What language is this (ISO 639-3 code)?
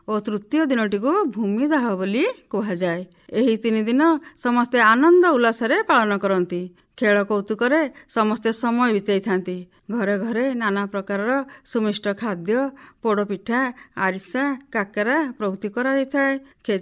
ori